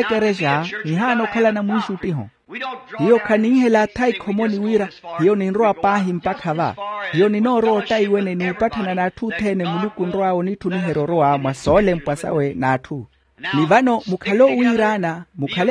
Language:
Makhuwa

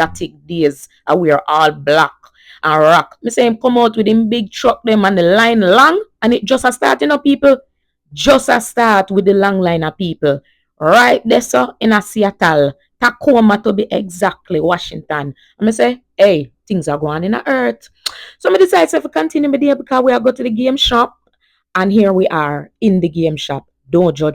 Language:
Jamaican Creole English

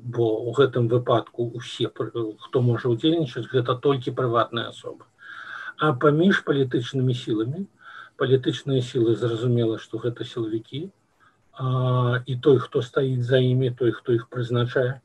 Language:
Belarusian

